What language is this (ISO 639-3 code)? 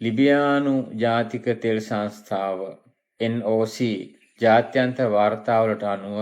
sin